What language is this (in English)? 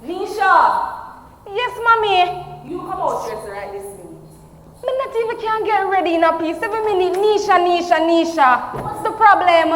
Jamaican Creole English